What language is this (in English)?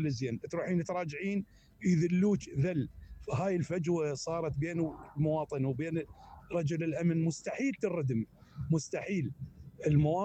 Mesopotamian Arabic